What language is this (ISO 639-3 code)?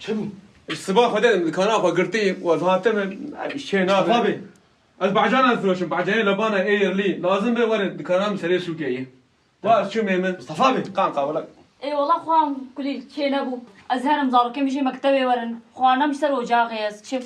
kur